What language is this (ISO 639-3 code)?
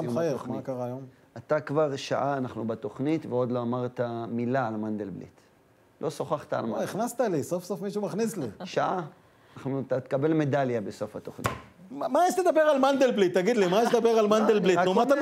heb